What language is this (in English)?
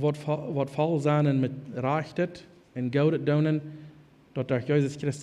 Plautdietsch